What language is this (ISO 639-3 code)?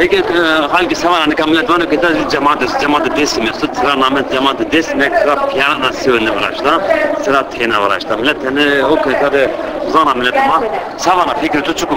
zza